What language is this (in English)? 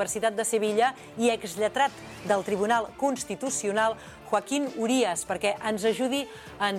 Catalan